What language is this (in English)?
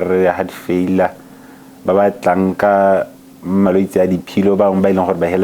Tswana